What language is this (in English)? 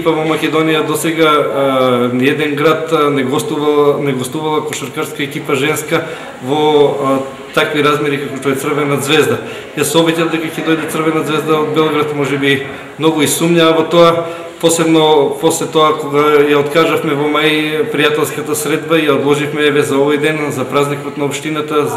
Macedonian